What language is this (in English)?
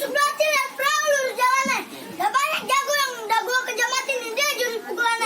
Betawi